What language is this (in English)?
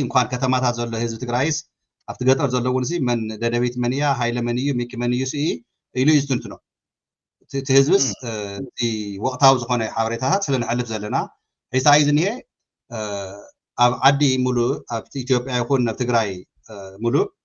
Tigrinya